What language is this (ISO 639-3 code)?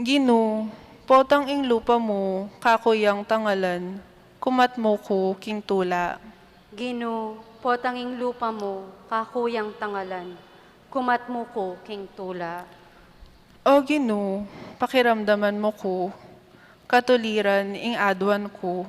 pam